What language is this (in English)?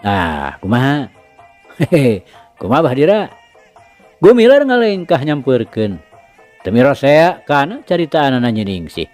Sundanese